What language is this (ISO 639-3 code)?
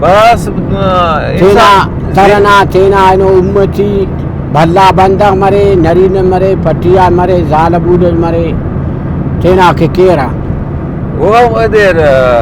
brh